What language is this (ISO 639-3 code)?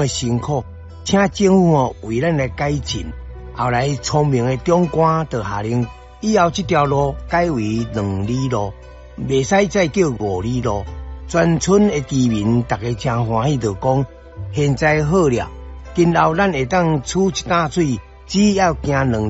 nan